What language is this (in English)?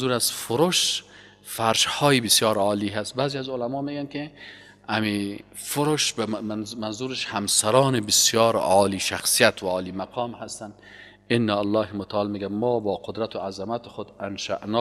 Persian